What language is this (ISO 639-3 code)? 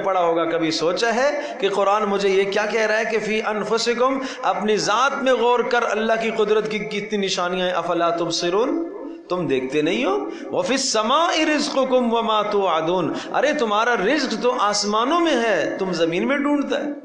urd